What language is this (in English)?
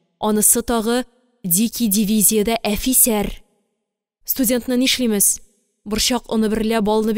Tatar